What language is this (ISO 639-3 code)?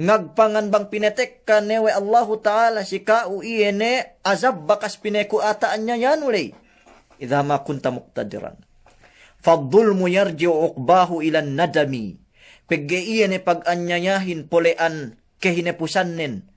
yka